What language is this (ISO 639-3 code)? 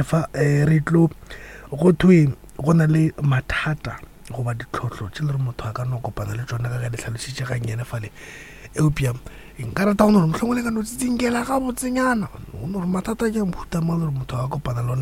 nso